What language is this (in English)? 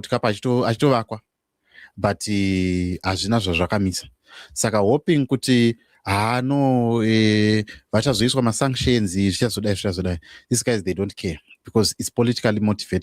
Shona